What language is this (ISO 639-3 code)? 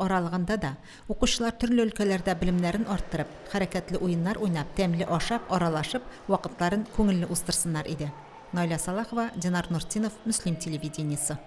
tat